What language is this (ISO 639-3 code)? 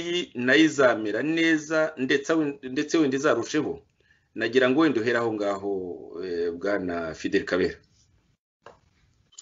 kin